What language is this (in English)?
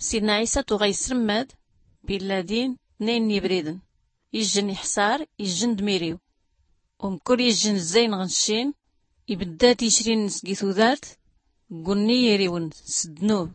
Tachelhit